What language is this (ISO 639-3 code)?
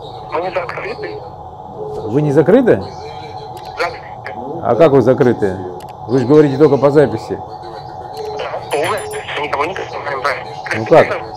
rus